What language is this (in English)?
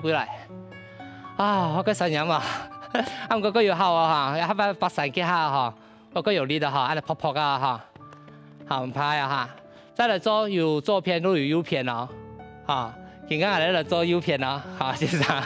Hakka Chinese